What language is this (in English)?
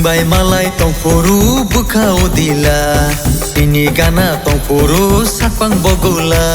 Kok Borok